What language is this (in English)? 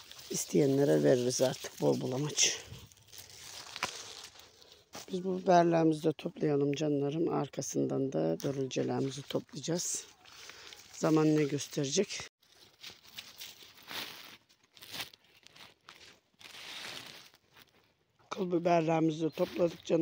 Turkish